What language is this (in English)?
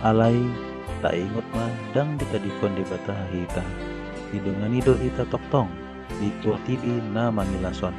Batak Toba